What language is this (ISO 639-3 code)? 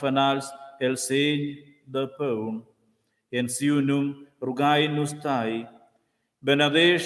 roh